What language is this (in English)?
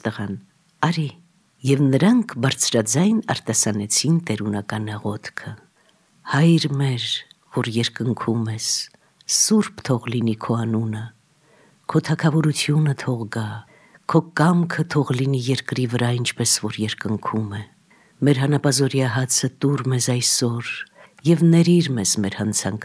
Armenian